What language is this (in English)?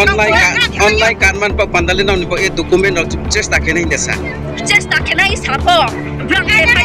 Riang (India)